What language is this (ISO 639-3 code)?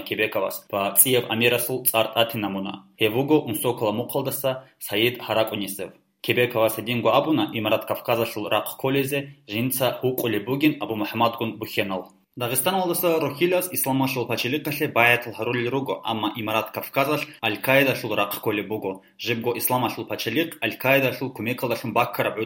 ava